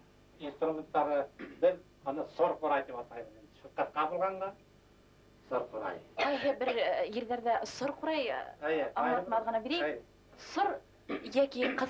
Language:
Bashkir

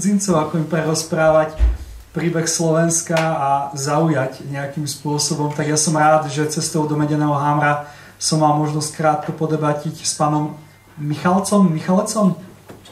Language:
Slovak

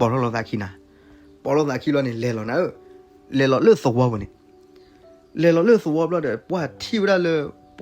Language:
S'gaw Karen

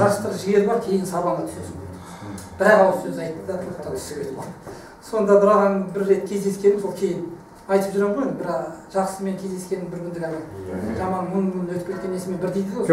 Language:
Kazakh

